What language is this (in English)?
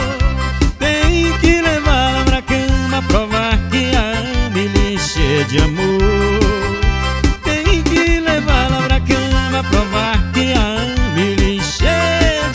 Portuguese